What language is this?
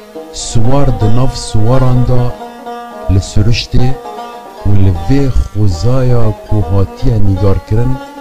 Kurdish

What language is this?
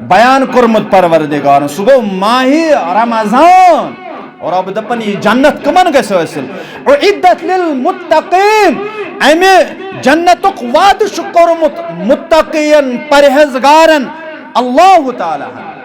Kashmiri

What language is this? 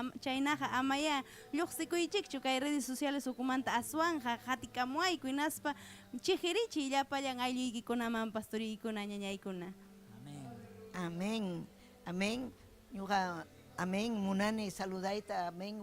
Ayacucho Quechua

